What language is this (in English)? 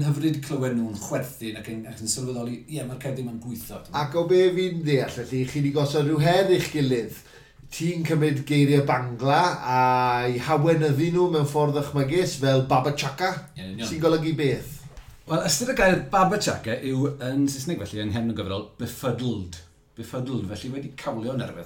Welsh